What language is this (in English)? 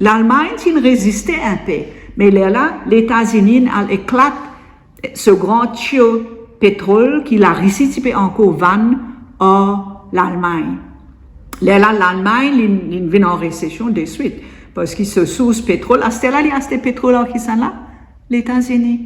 Morisyen